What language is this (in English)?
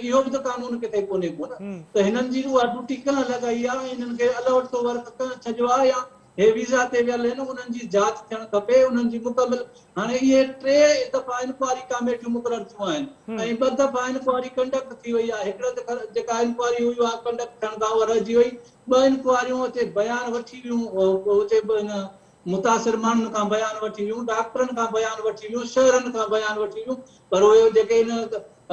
Sindhi